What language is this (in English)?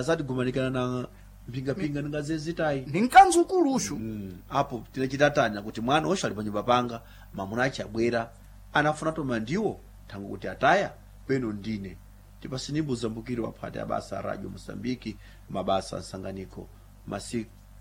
Sena